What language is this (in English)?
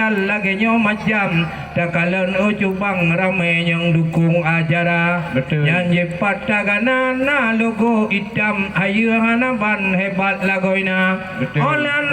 Achinese